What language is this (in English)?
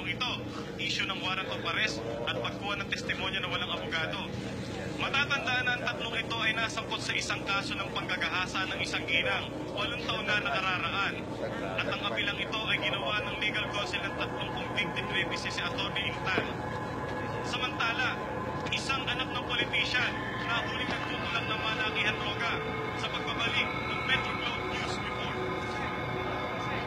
Filipino